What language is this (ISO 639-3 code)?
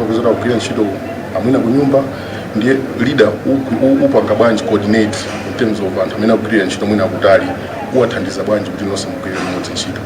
nya